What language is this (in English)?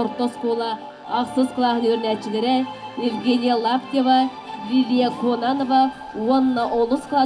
Yakut